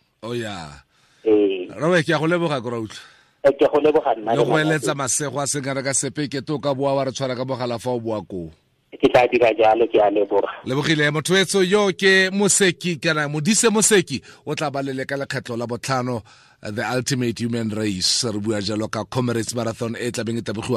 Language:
Tswana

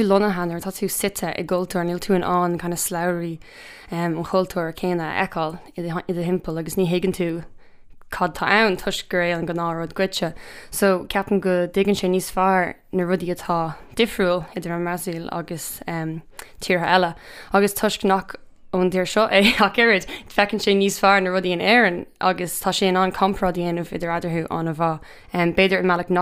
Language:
Irish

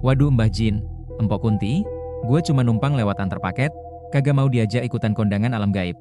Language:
Betawi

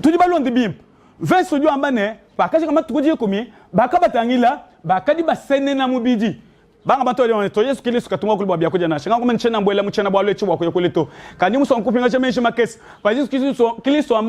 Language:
Luba-Lulua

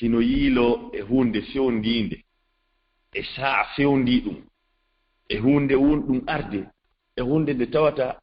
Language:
Fula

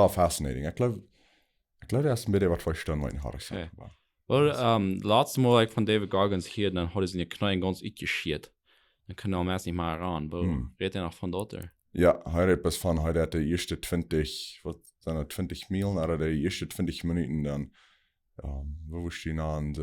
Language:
Plautdietsch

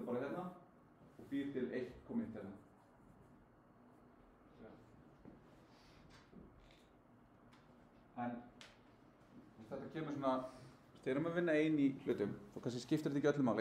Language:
Icelandic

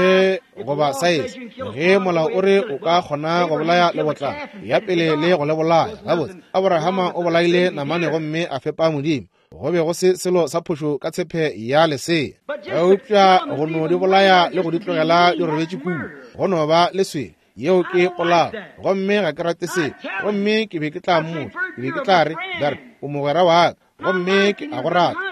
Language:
Northern Sotho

